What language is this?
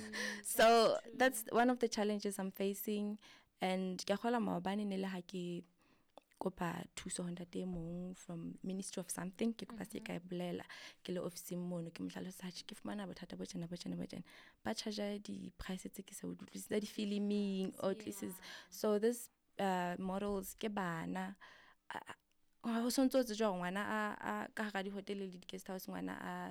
Southern Sotho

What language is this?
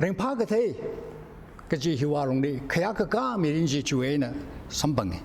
Tangkhul Naga (India)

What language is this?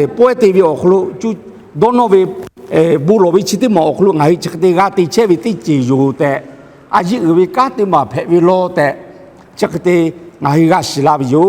Lahu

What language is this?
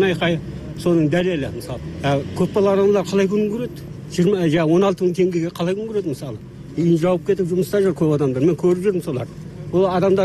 Kyrgyz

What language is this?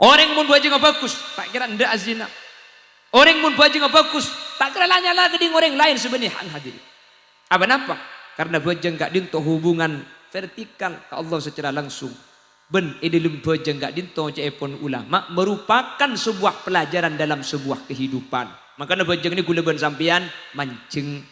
Madurese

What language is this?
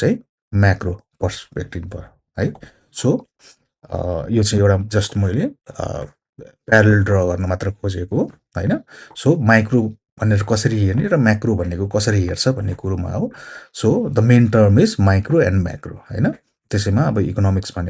Nepali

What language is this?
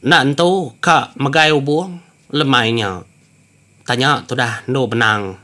Iban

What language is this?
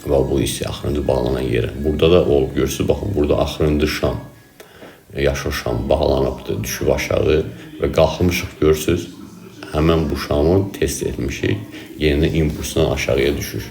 Azerbaijani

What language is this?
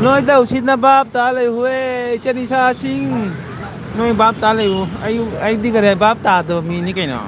Manipuri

